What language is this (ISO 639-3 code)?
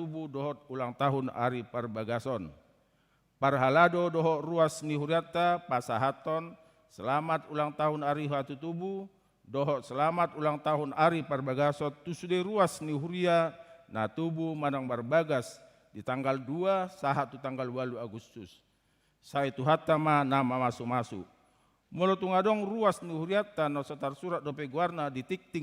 bbc